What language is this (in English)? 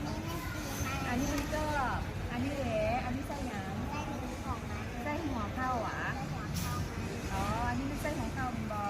Lao